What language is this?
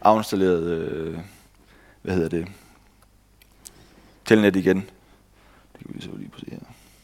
Danish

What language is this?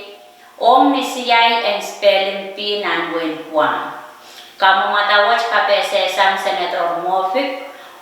Pohnpeian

